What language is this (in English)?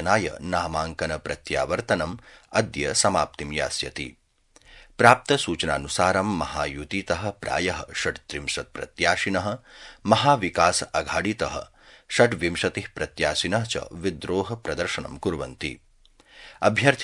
Sanskrit